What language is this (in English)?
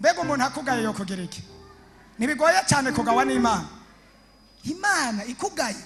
Rundi